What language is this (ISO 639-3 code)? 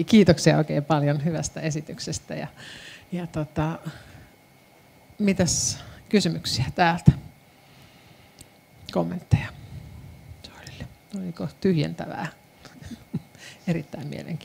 fin